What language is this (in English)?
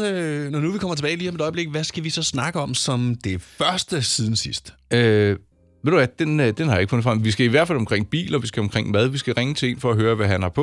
Danish